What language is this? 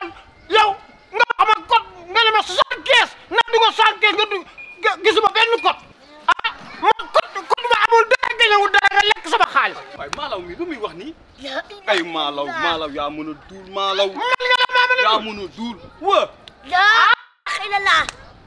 Wolof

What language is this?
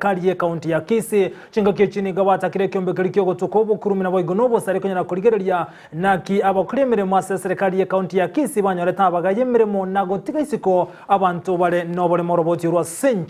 Gusii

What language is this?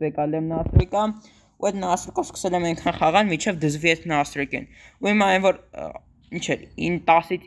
Armenian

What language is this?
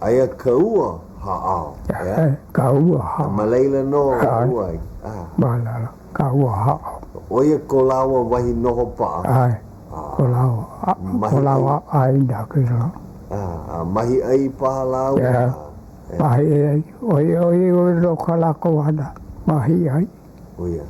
Hawaiian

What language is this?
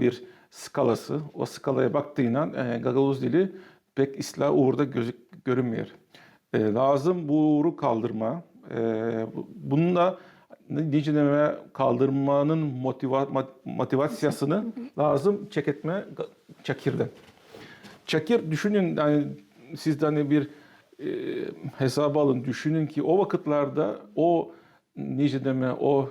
Gagauz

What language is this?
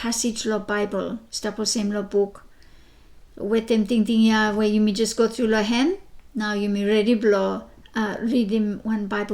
Bislama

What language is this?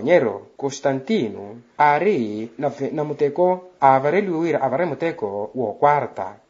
Makhuwa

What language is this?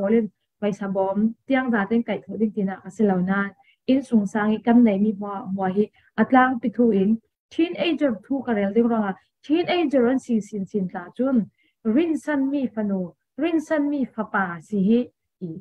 Falam Chin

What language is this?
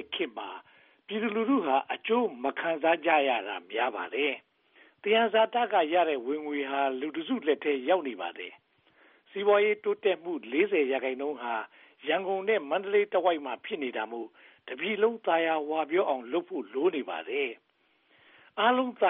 Burmese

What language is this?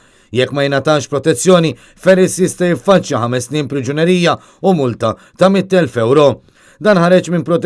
Maltese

